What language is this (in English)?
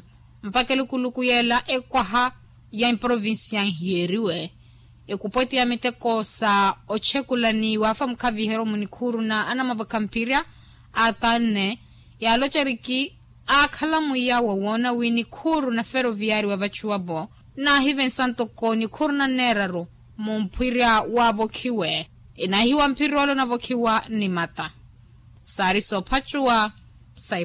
Makhuwa